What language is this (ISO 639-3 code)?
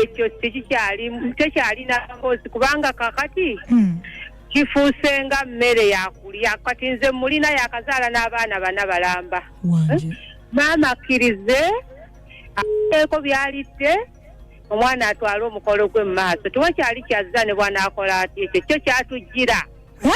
lug